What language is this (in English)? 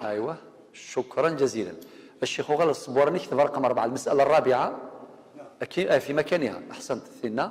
Kabyle